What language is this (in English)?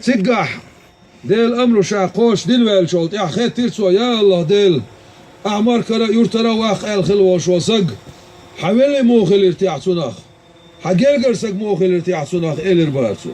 Chechen